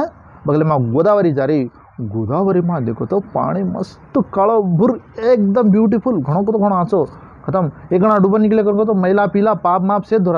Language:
Lambadi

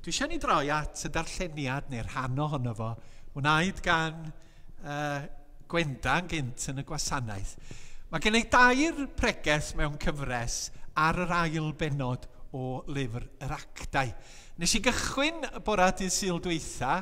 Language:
Welsh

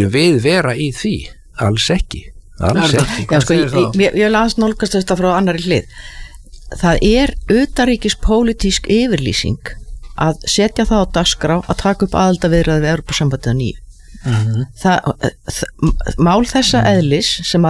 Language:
Icelandic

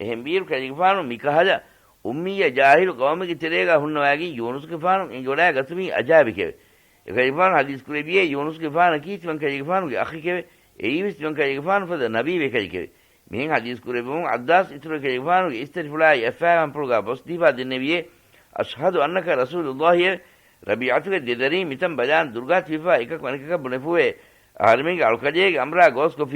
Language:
Divehi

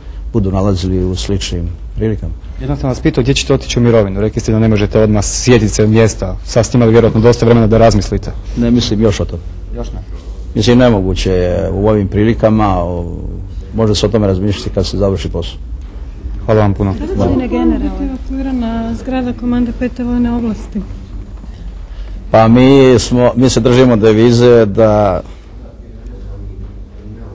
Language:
Croatian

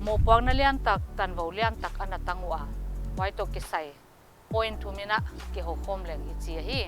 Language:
Paite Chin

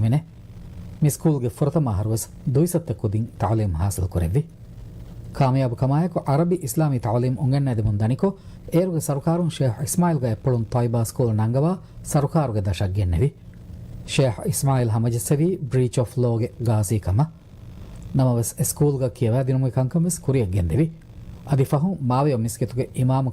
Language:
Divehi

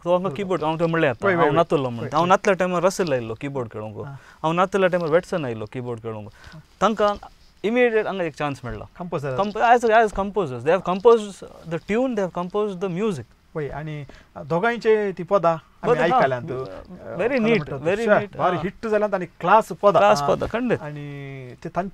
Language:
Konkani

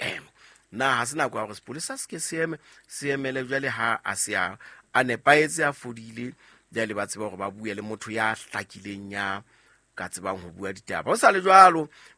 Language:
Southern Sotho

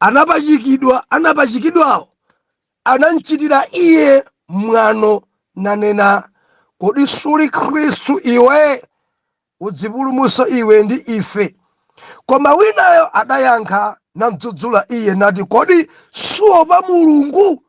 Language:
Nyanja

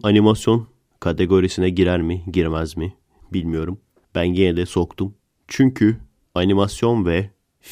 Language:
Turkish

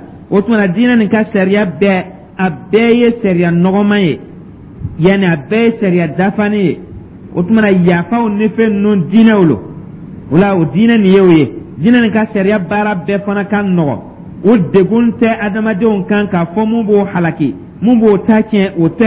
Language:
Dyula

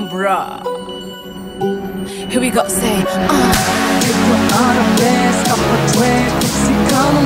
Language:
Turkish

